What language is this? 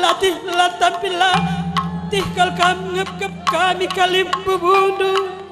Batak Karo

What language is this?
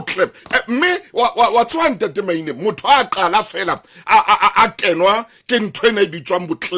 Southern Sotho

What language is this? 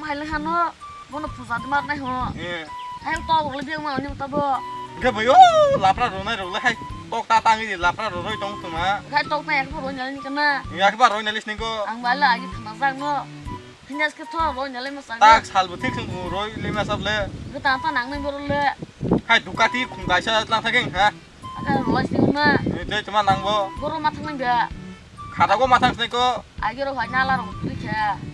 Kok Borok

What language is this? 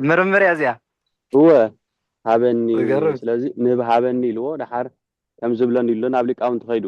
Tigrinya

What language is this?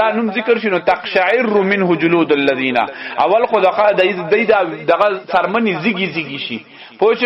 Pashto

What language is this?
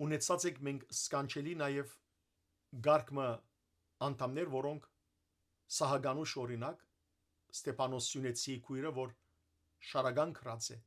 Western Armenian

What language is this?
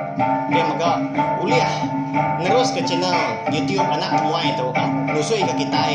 Iban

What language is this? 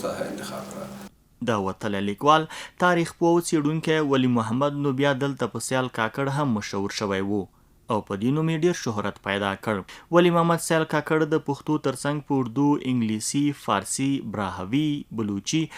Pashto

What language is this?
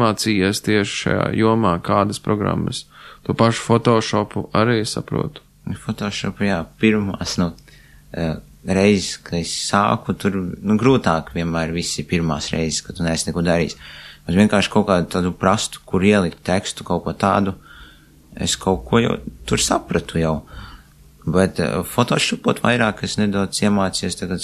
Latvian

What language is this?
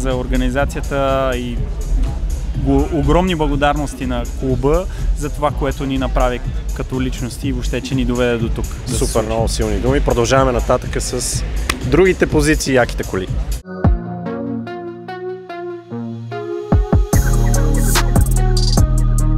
Bulgarian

